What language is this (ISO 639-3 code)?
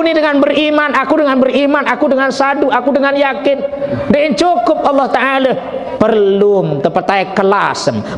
sas